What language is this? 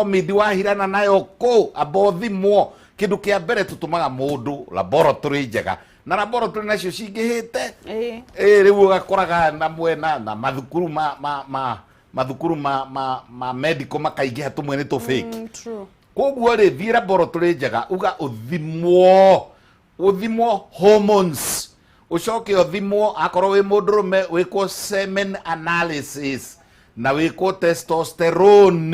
Kikuyu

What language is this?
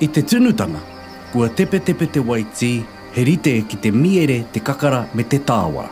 Māori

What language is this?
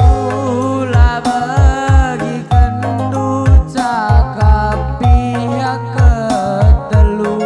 Batak Karo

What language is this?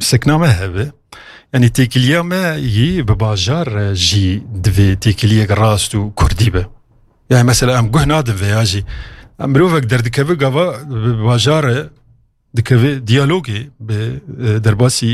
Kurdish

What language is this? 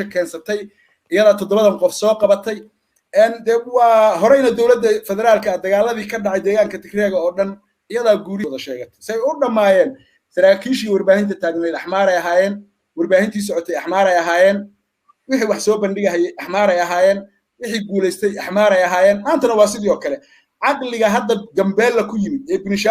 Somali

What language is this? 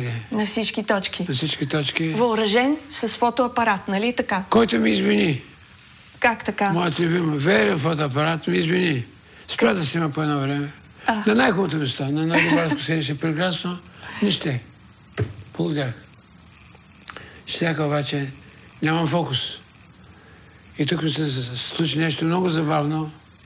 Bulgarian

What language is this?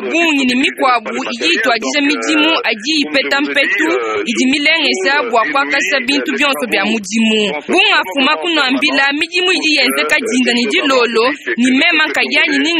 Luba-Lulua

